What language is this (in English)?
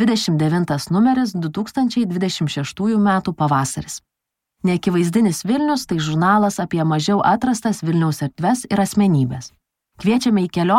Lithuanian